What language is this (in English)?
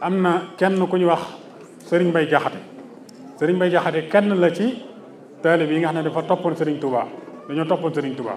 Wolof